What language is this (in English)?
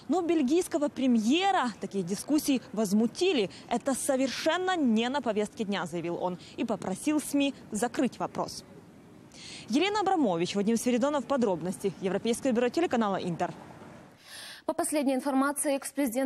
Russian